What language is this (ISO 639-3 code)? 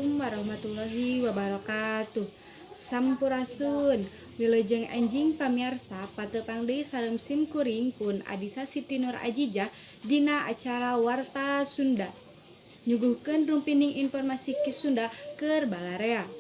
sun